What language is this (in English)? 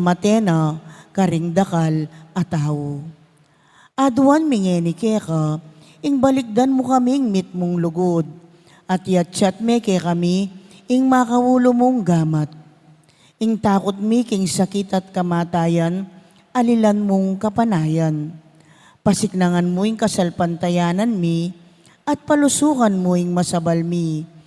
Pampanga